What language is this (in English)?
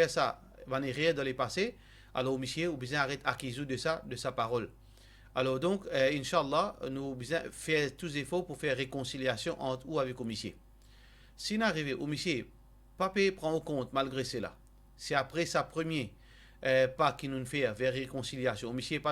Morisyen